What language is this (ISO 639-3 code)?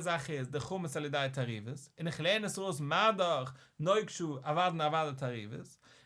yid